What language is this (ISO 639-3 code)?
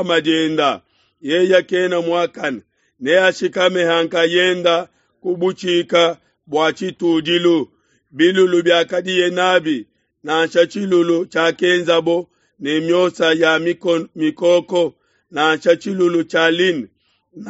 lua